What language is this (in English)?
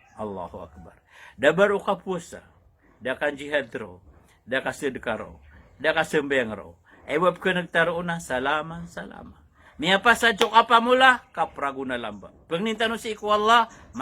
Maranao